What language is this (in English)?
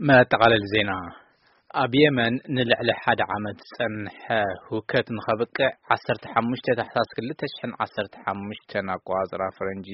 Tigrinya